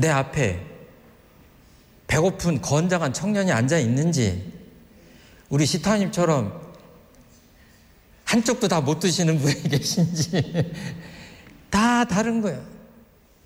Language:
Korean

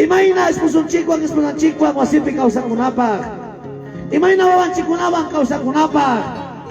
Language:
Ayacucho Quechua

